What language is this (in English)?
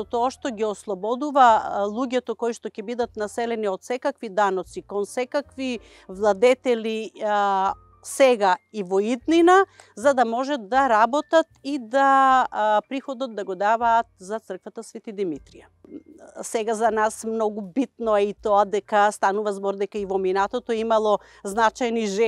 Macedonian